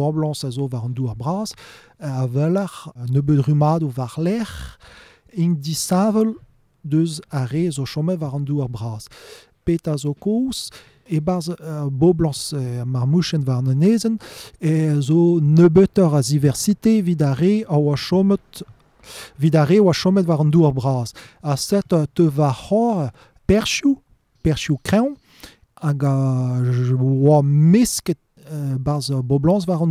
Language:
Breton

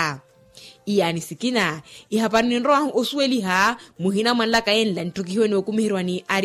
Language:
Makhuwa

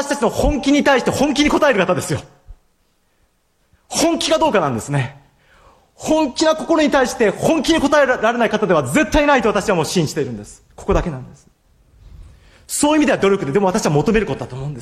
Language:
Japanese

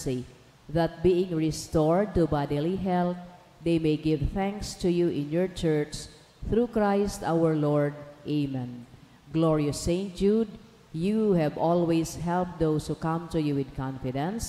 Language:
Bikol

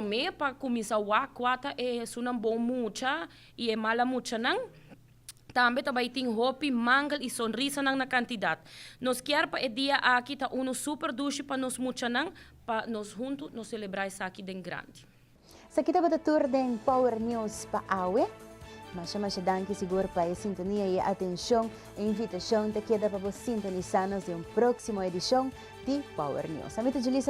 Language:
Papiamento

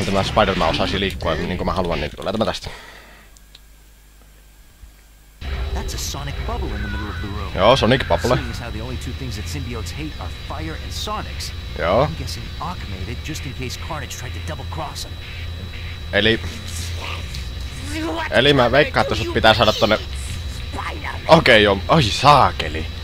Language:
Finnish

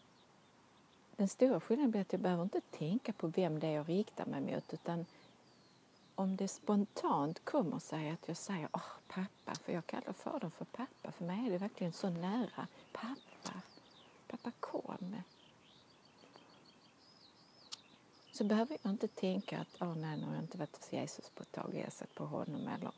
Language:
Swedish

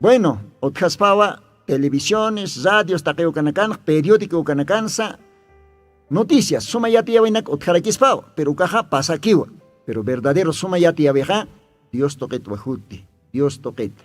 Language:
Aymara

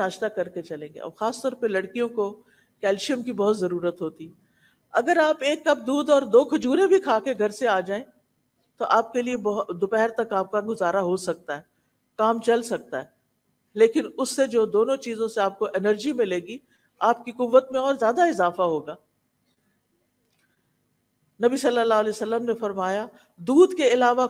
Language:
Urdu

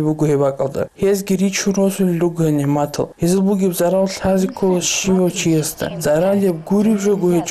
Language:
Avaric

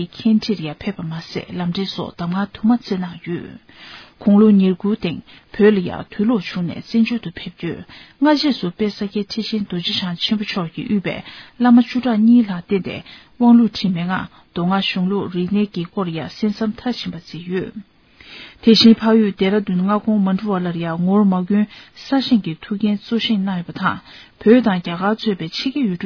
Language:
Tibetan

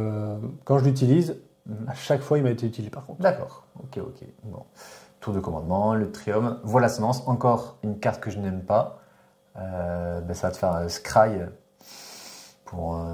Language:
French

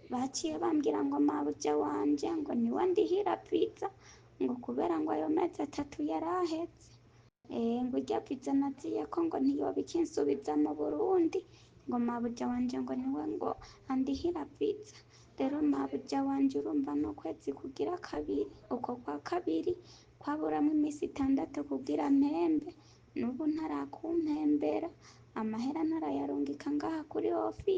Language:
Rundi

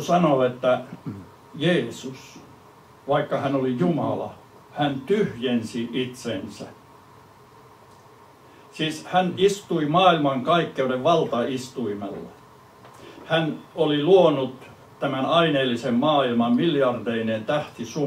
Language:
Finnish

